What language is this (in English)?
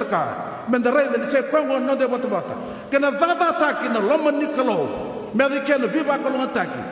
Fijian